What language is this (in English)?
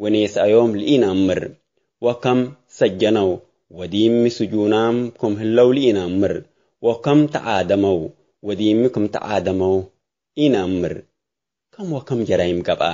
Tigre